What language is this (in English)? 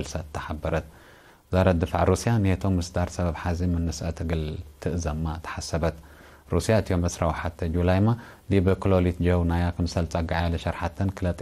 Tigre